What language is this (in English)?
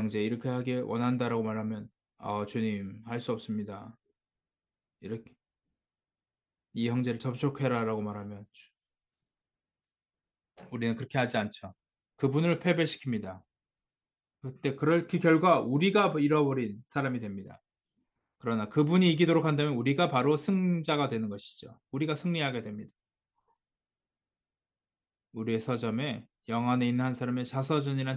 Korean